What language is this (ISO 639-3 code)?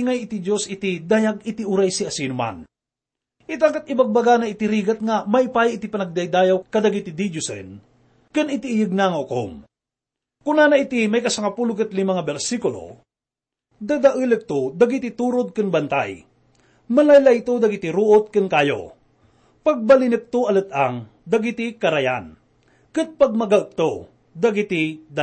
ilo